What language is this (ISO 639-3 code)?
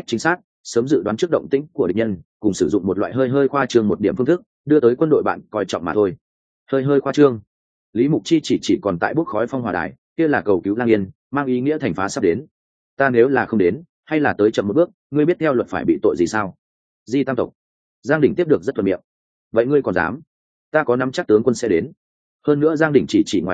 vie